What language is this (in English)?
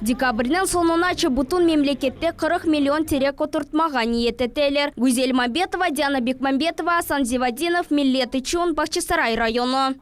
Crimean Tatar